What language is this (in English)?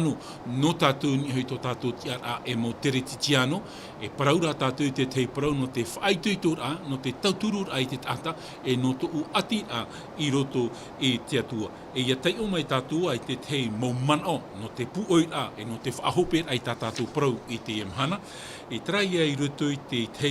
Tahitian